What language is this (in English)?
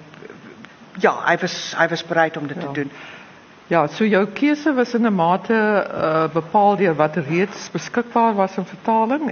Afrikaans